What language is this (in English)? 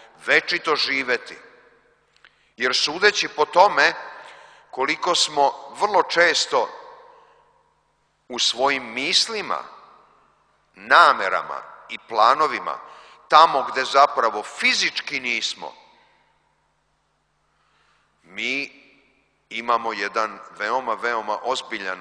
Serbian